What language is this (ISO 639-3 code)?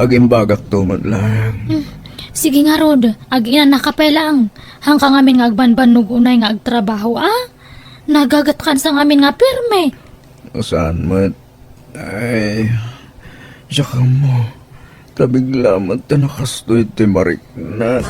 ilo